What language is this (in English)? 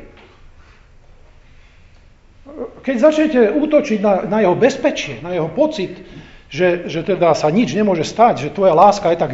Slovak